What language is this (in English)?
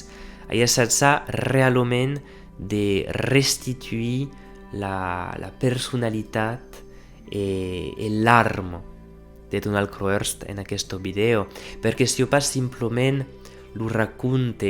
Occitan